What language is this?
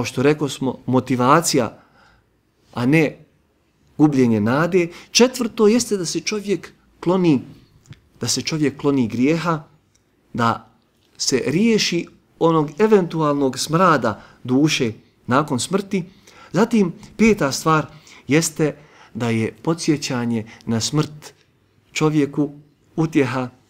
Bosnian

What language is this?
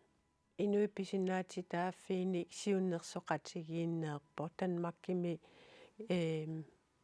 Kalaallisut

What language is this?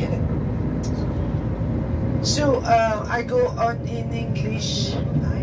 English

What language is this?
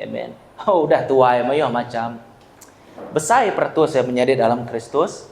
Iban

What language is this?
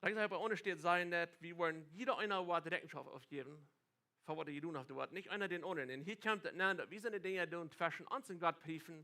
Plautdietsch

